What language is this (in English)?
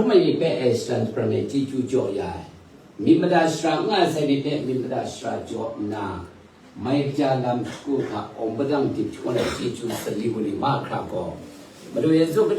Kachin